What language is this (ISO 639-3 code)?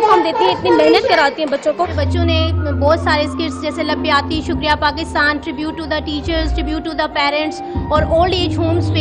urd